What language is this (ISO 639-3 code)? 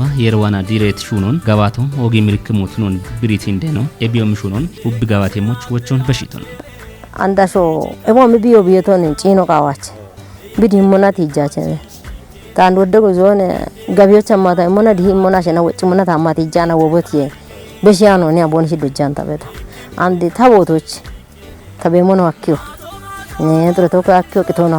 kbr